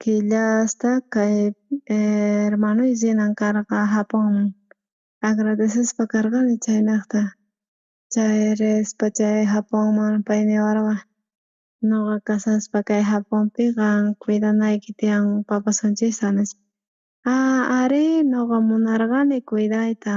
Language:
South Bolivian Quechua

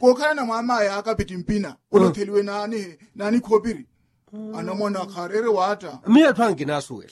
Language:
Makhuwa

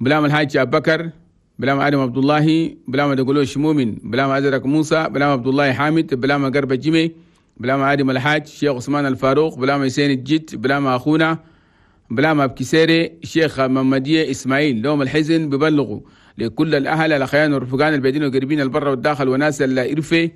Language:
Chadian Arabic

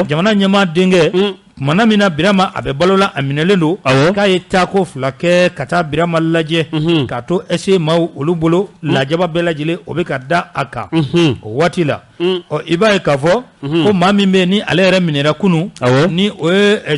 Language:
Bambara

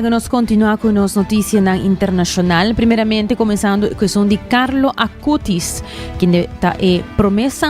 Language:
Papiamento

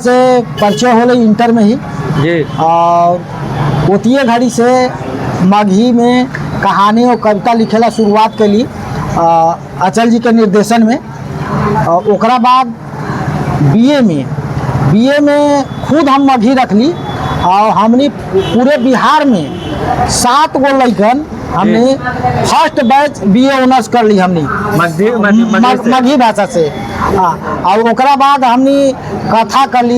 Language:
Magahi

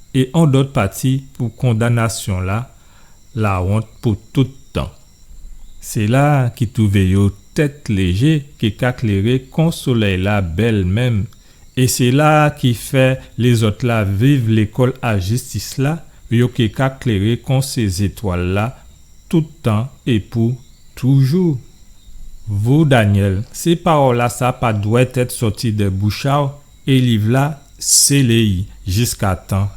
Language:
Guadeloupean Creole French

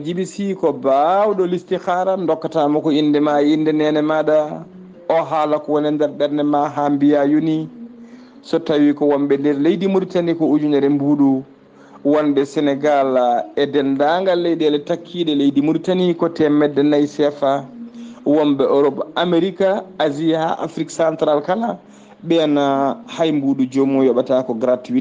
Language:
Fula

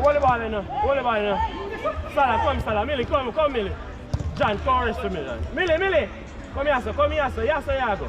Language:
Jamaican Creole English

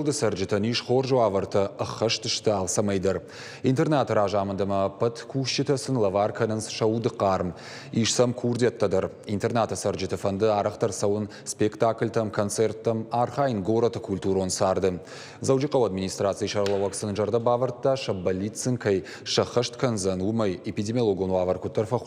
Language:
Ossetic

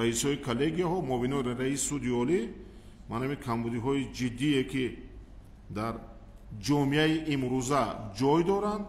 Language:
Tajik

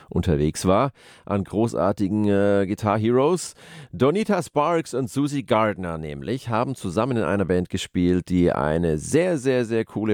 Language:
German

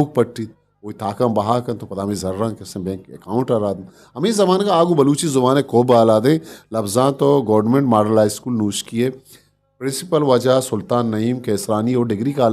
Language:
Eastern Balochi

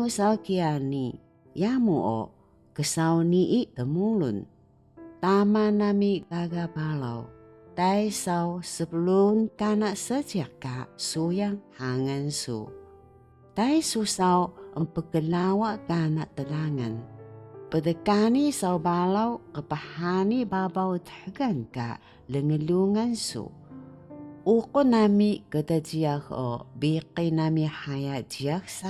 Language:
Taroko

